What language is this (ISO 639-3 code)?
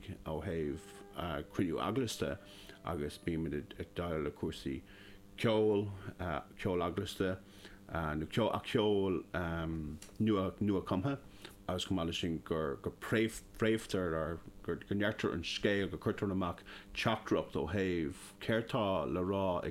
gle